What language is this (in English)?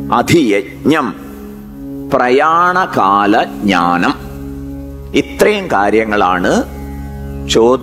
Malayalam